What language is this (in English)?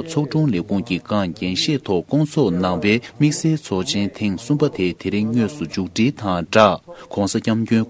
Tibetan